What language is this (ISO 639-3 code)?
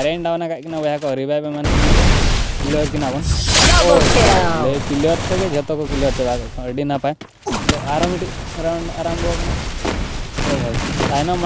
sat